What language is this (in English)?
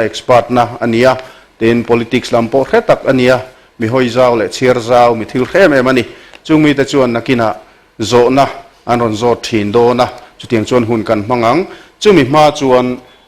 Mizo